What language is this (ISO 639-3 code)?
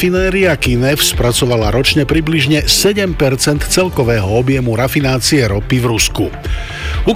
slk